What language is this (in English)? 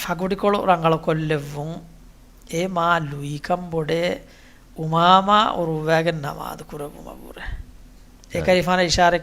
Divehi